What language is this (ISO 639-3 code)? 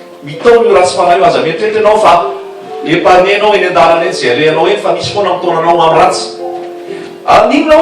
mlg